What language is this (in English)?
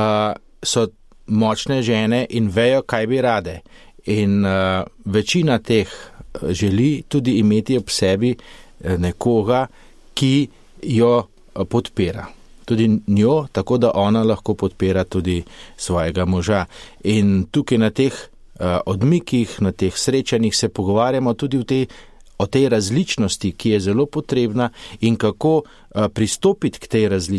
Slovenian